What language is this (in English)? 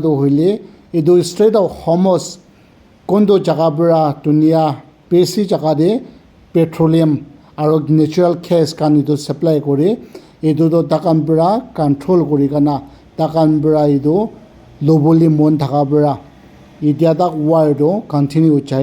Naga Pidgin